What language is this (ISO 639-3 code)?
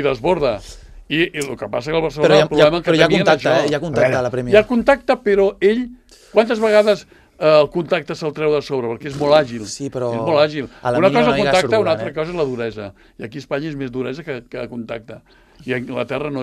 cat